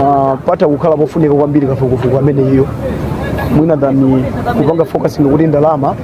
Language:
Nyanja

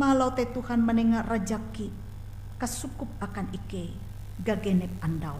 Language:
Ngaju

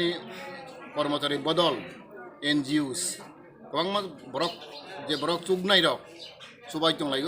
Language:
Kok Borok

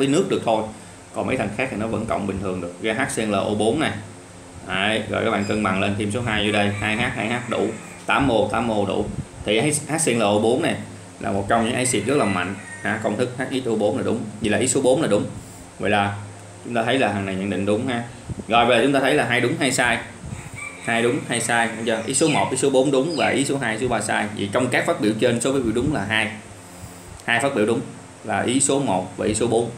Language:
Vietnamese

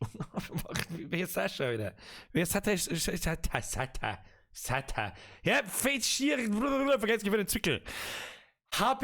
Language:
Bavarian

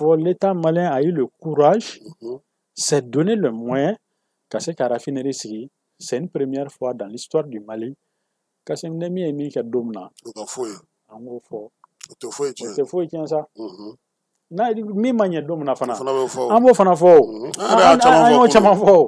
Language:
Bambara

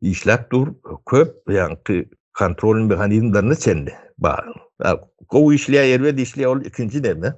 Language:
Turkmen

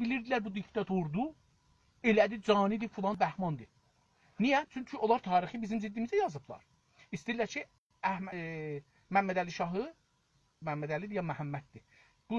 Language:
South Azerbaijani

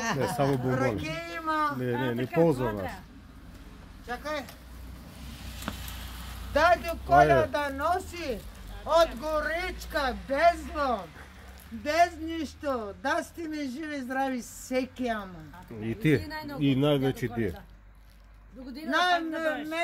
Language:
Bulgarian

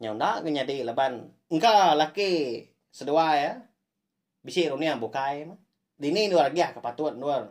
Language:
Iban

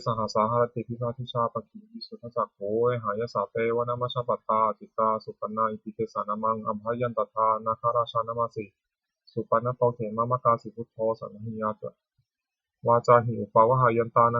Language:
Pali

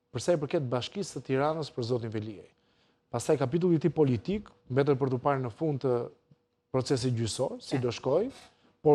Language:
Albanian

